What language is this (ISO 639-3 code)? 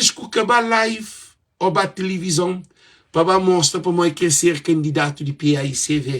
kea